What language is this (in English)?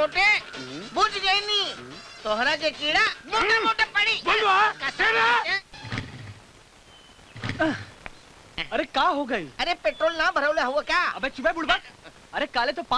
Bhojpuri